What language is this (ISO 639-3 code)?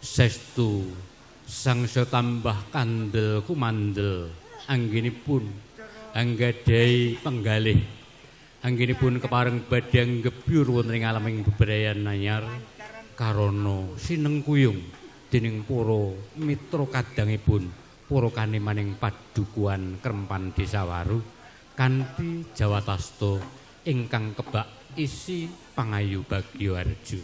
jav